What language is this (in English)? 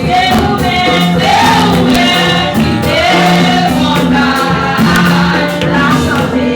Haitian Creole